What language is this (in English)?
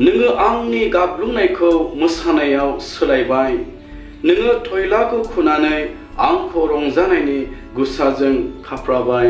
Bodo